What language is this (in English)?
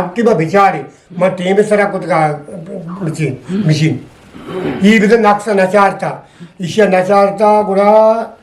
Eastern Balochi